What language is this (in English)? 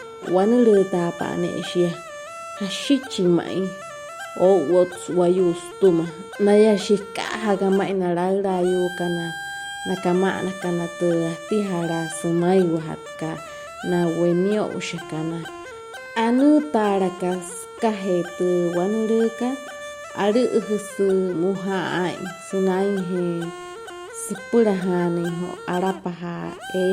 Wayuu